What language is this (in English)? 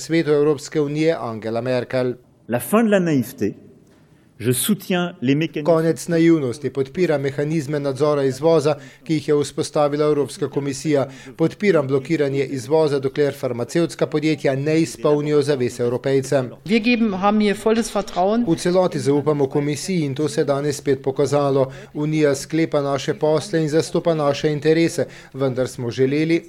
Slovenian